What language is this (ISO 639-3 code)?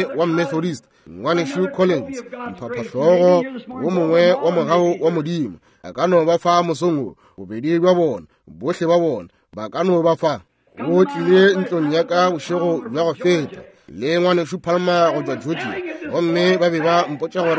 nso